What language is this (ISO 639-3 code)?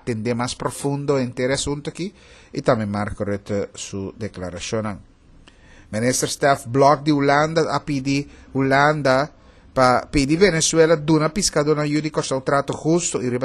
pap